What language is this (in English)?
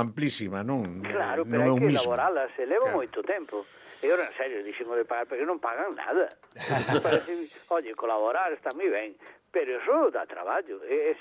Galician